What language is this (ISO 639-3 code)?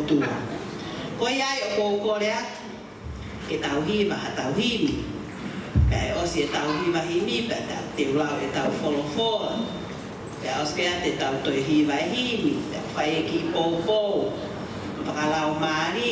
ton